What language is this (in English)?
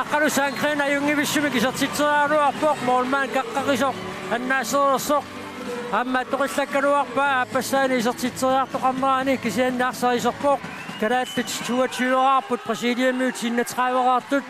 Kalaallisut